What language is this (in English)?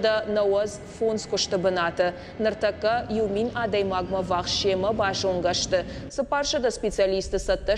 Ossetic